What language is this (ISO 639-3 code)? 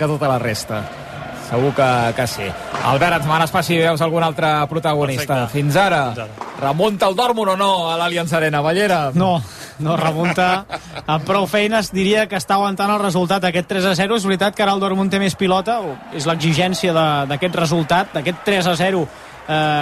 cat